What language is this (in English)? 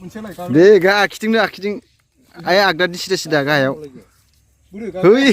Bodo